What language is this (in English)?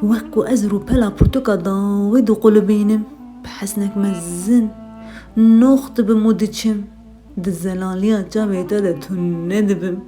Kurdish